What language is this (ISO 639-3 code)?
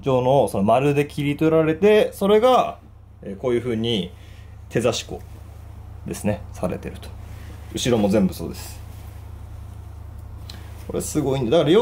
jpn